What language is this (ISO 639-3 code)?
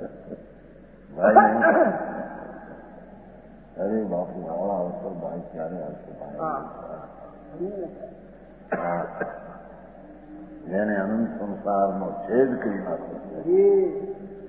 guj